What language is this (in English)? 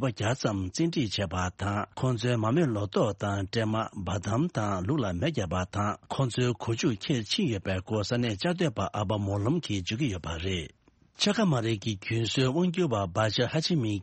Tibetan